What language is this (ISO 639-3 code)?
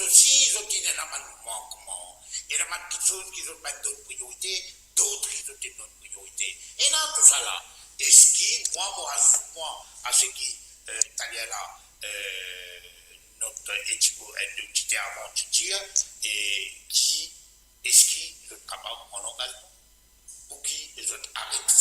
mfe